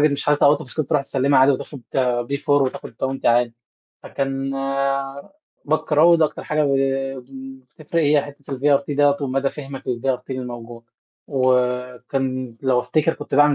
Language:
Egyptian Arabic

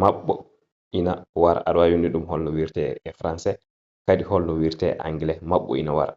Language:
Fula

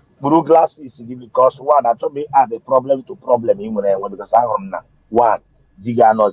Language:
Igbo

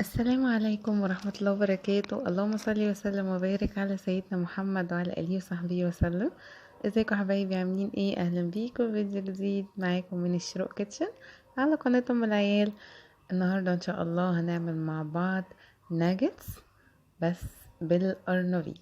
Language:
Egyptian Arabic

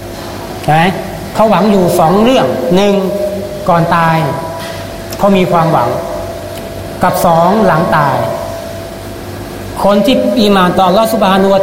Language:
Thai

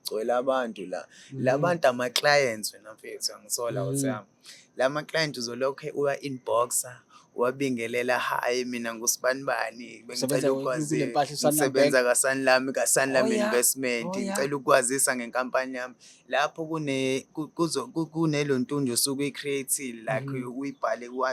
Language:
Zulu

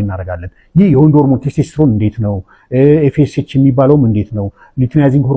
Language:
Amharic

